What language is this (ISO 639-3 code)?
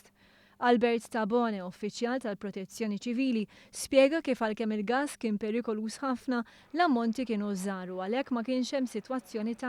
mlt